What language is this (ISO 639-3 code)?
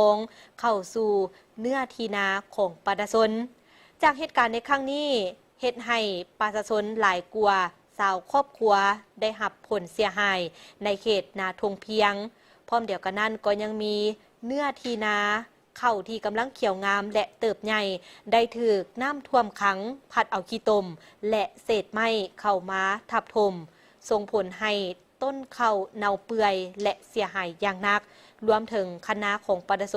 lao